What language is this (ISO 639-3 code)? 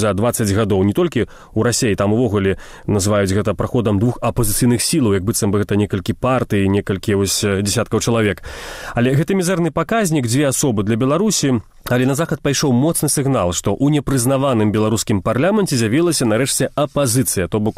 bel